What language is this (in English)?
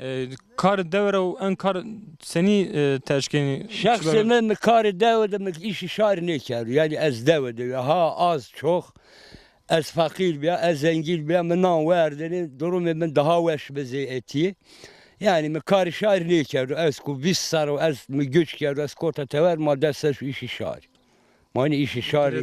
Zaza